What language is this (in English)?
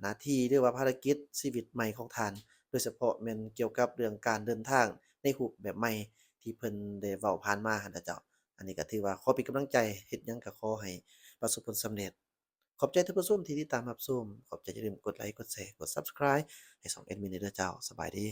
Lao